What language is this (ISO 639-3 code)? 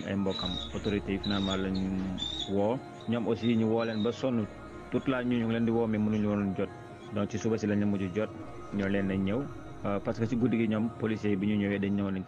wol